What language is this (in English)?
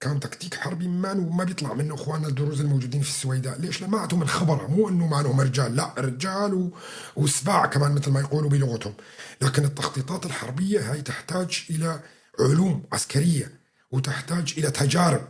North Levantine Arabic